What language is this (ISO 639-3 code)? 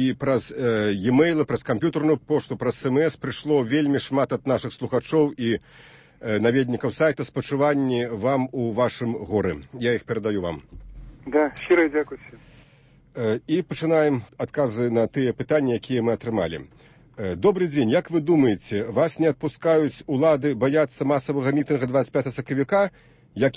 bel